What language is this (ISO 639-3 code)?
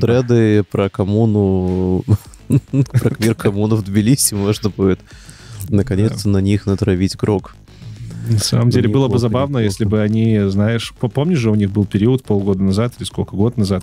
rus